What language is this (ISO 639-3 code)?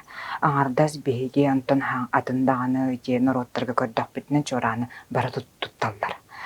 sah